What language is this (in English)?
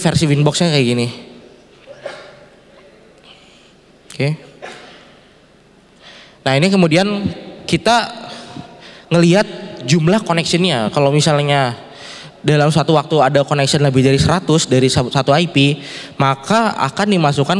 Indonesian